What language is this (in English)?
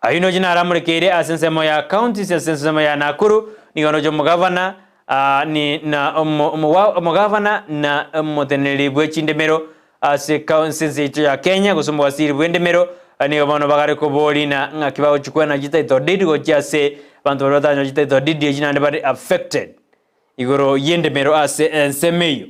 Gusii